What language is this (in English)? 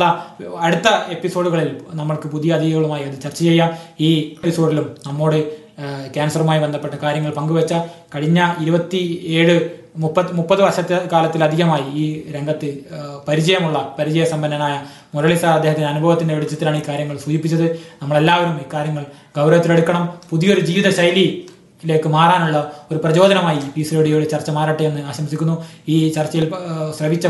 Malayalam